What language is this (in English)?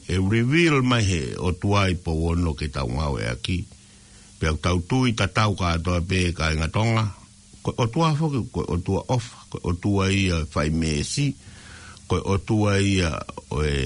Tongan